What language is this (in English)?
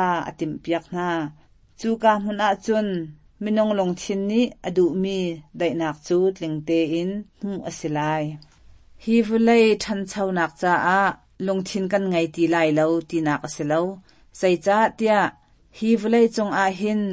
Hakha Chin